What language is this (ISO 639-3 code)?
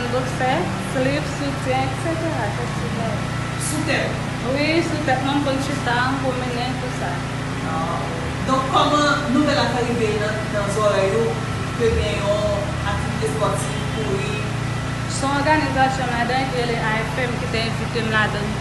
hat